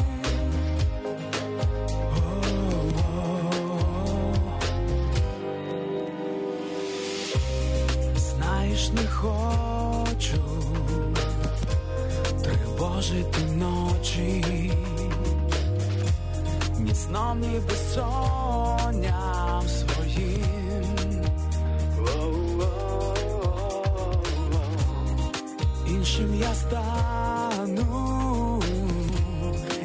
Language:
Ukrainian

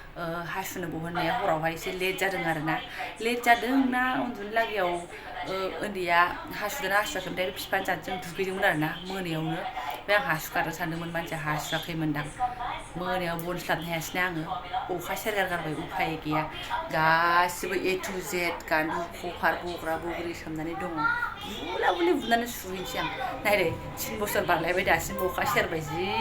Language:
Bodo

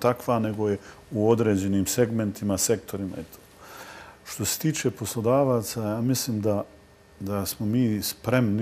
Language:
Bosnian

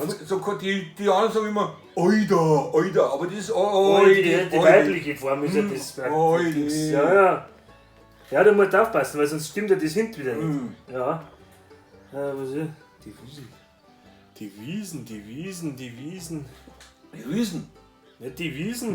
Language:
Bavarian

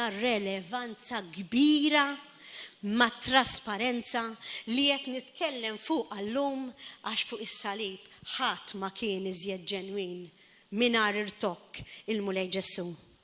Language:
Maltese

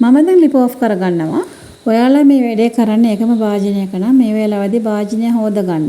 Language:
Sinhala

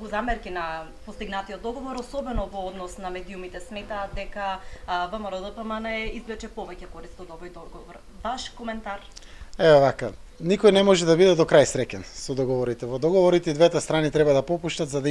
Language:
Macedonian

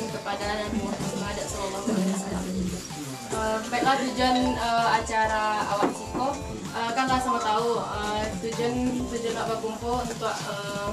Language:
Minangkabau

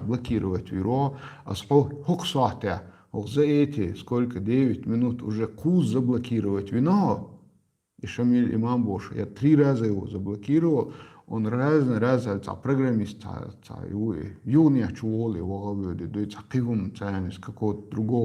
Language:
Chechen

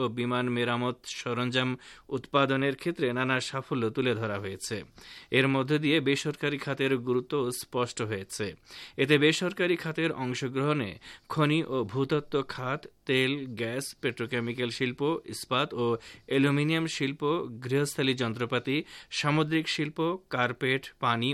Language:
Bangla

